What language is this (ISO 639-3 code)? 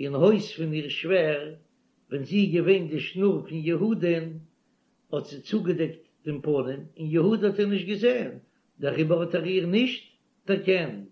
yid